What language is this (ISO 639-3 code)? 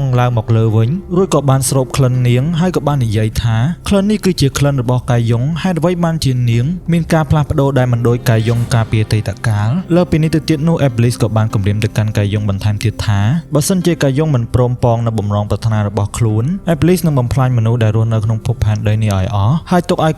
khm